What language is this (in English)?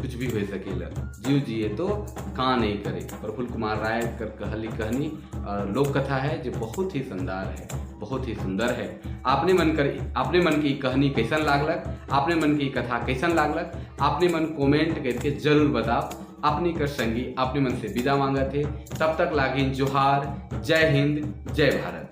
Sadri